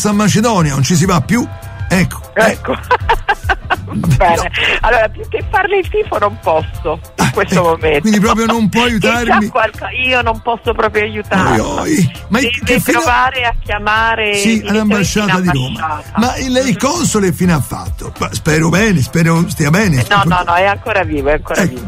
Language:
Italian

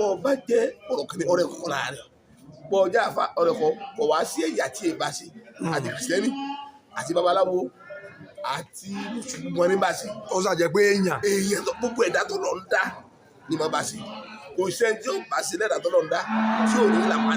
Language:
Yoruba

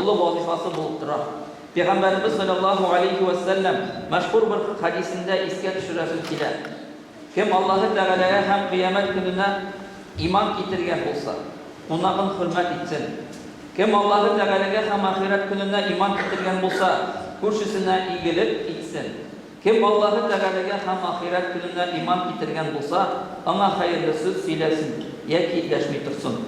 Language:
Bashkir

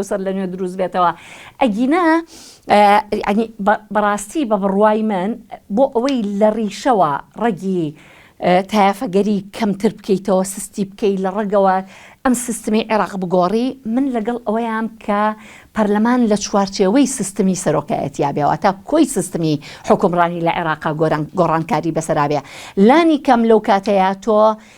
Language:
Central Kurdish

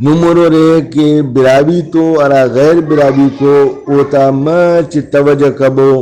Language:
Brahui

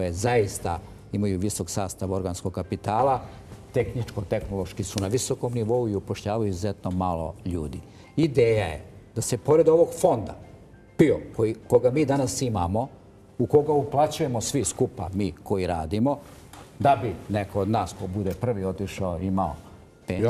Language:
Serbian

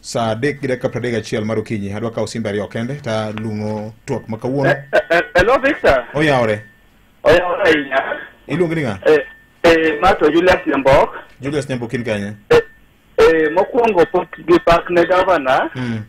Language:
Luo (Kenya and Tanzania)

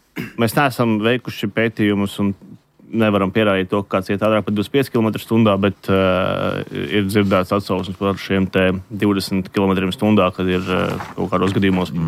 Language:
Latvian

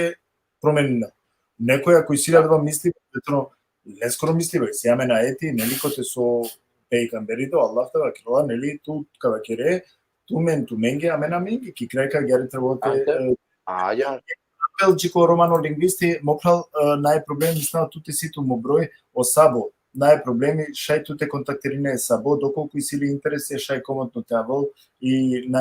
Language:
Balkan Romani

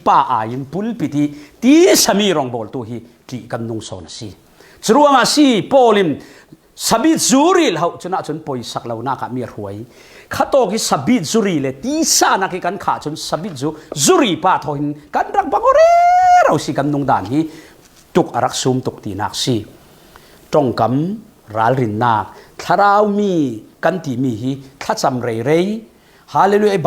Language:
Falam Chin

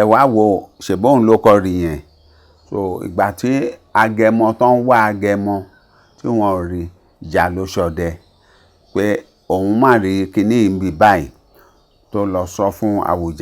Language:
Yoruba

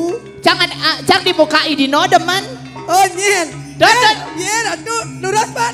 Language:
Balinese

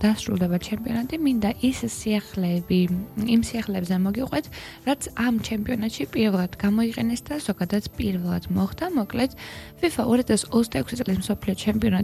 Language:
Georgian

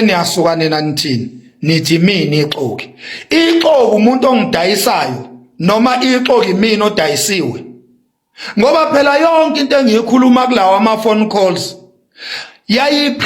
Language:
Zulu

